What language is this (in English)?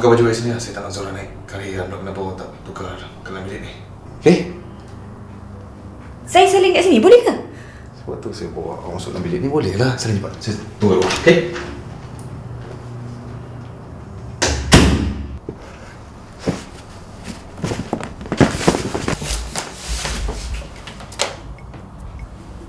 Malay